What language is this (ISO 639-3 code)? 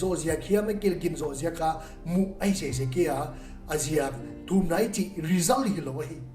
pck